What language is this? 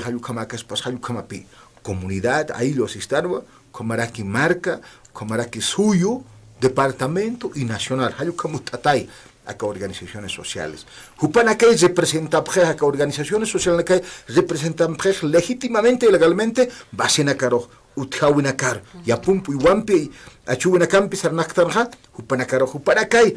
Aymara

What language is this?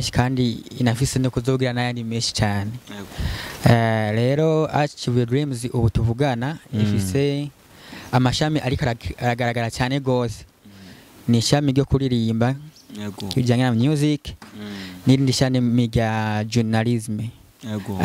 Rundi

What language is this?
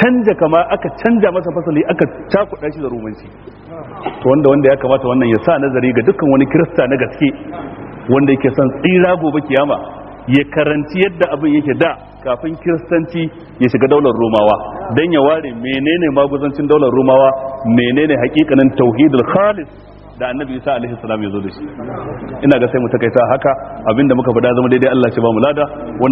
Hausa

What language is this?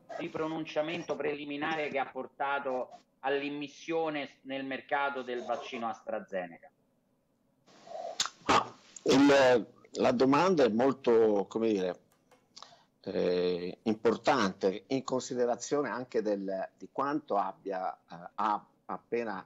Italian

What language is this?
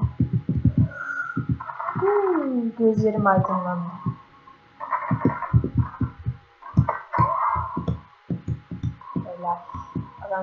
Turkish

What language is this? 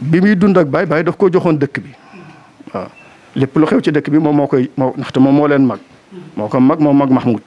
Wolof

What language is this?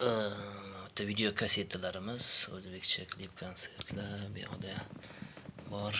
Uzbek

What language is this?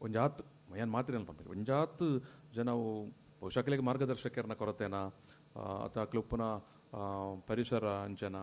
Tulu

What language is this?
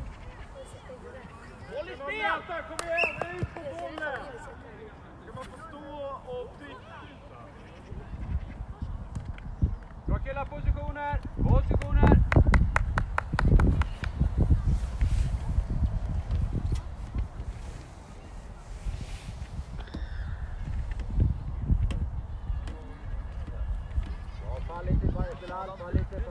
Swedish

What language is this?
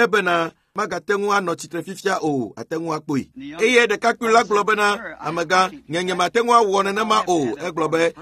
Ewe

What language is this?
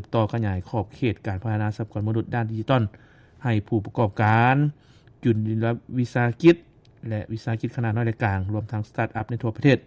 Lao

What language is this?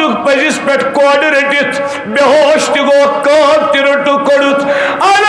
Kashmiri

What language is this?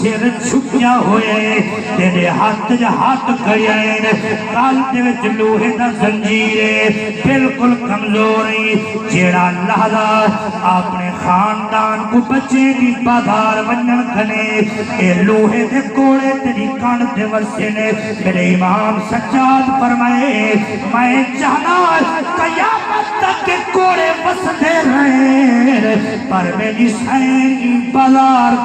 Saraiki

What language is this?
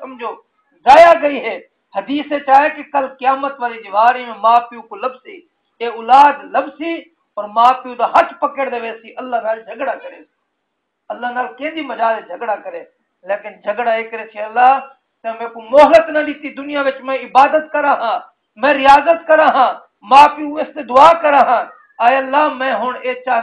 Saraiki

